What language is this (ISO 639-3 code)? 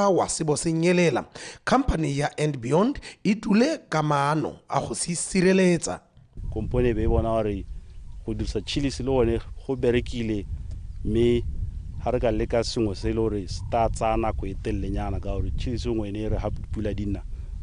tsn